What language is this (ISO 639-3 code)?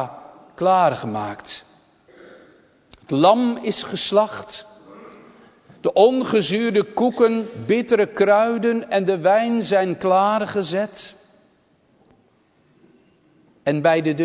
nld